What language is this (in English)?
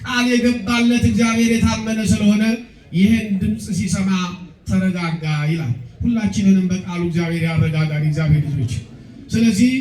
Amharic